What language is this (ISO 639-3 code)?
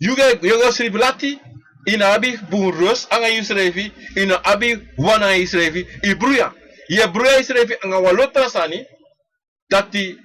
srn